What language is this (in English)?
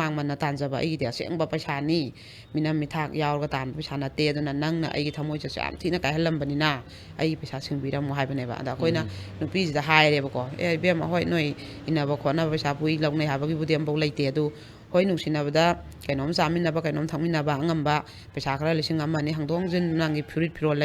Manipuri